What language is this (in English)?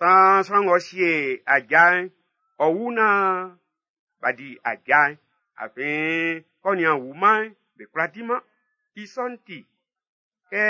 Baoulé